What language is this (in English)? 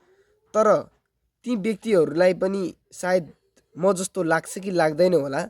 Nepali